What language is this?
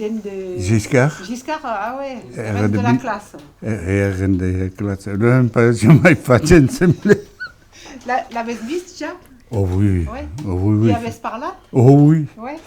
Occitan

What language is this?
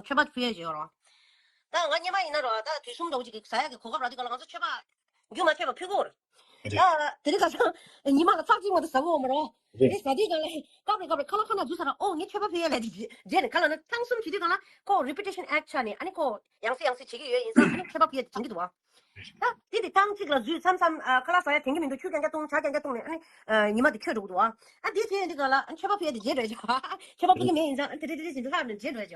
Tibetan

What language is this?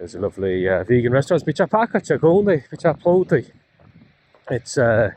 Irish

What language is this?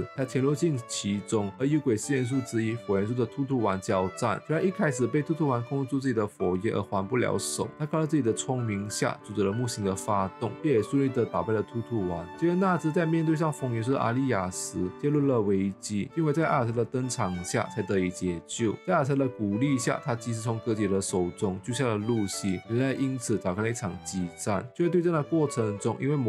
Chinese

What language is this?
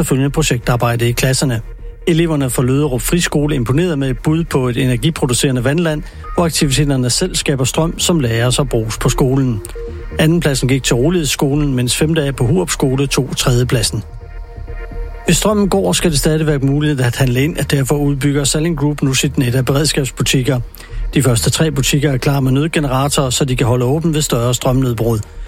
Danish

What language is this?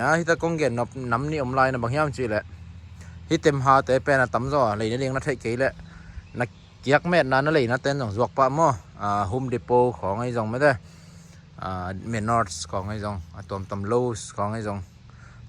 Tedim Chin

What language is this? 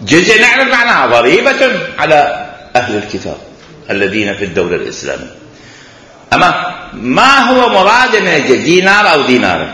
Mesopotamian Arabic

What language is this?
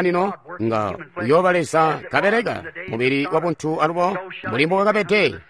Tonga (Zambia)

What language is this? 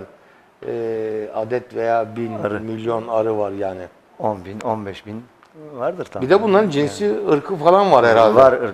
Turkish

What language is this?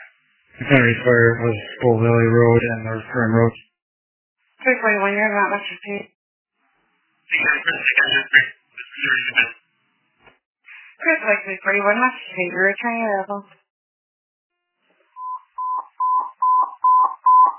English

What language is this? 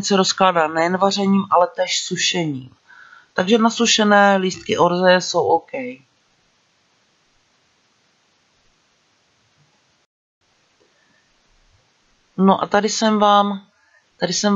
Czech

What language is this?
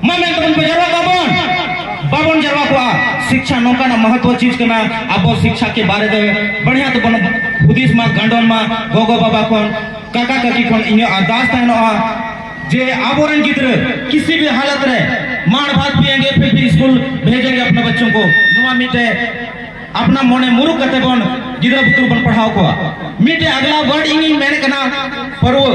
Santali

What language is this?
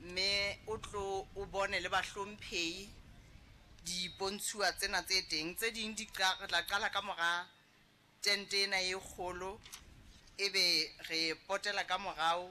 Southern Sotho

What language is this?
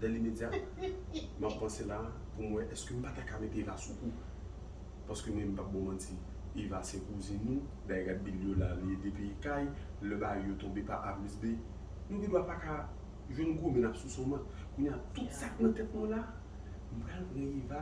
Haitian Creole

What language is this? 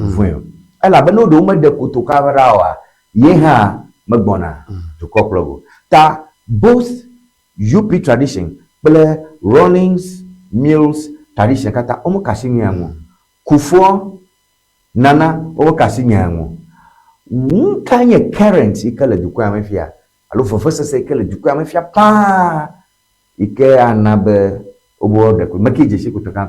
Ewe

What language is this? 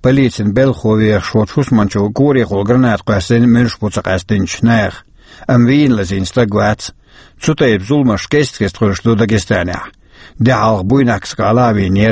Chechen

